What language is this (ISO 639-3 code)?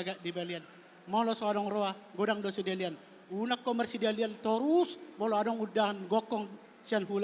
bbc